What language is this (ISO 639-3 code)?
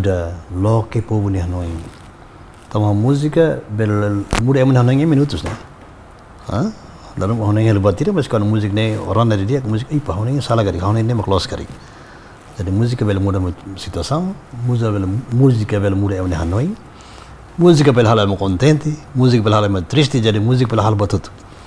tet